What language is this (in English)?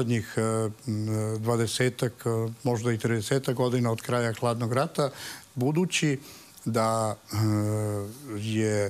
Serbian